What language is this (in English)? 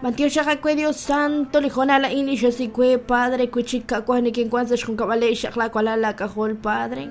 Kekchí